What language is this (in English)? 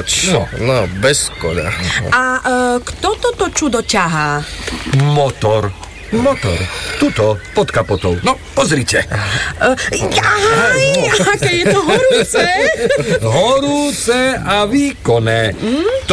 Slovak